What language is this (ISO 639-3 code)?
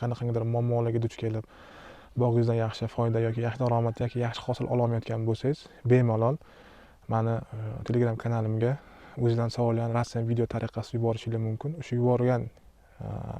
uzb